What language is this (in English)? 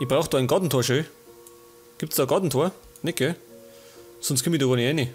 Bavarian